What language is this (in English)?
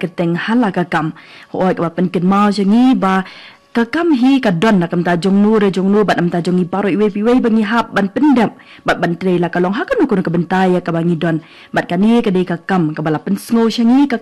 Khasi